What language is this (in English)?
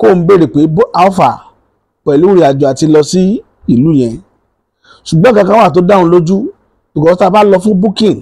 Yoruba